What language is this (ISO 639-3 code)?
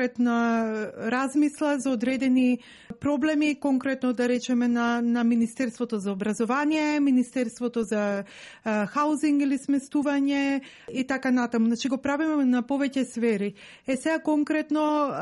mkd